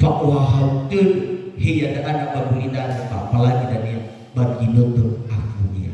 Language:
Nias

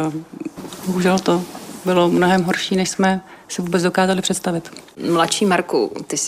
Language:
Czech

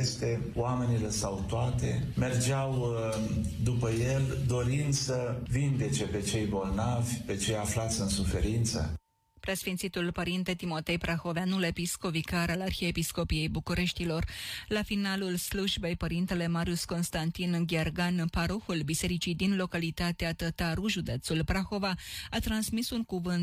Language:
Romanian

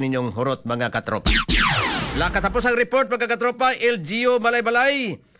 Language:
Cebuano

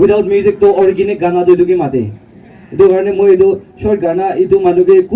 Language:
Naga Pidgin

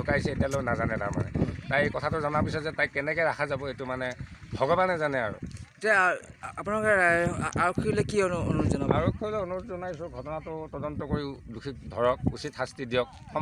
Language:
Assamese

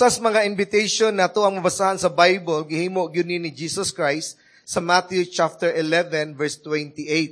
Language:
Cebuano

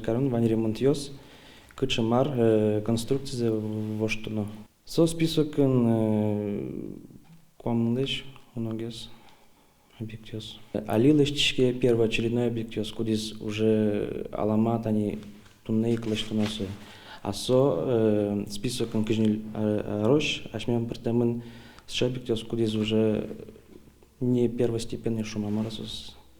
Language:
Udmurt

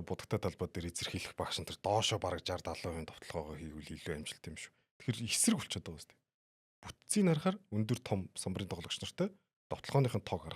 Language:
Mongolian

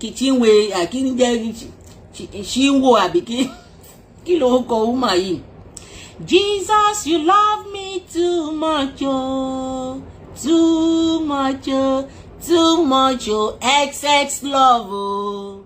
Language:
Yoruba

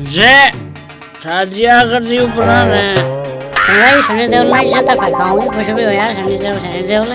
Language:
Haryanvi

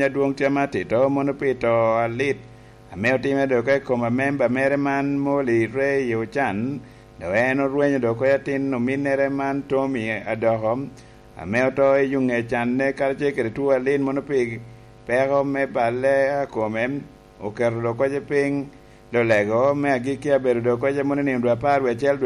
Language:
Lango (Uganda)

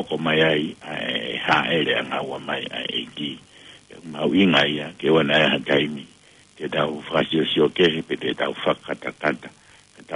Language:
Tongan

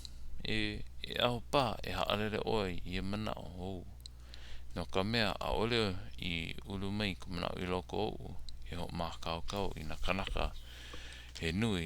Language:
Hawaiian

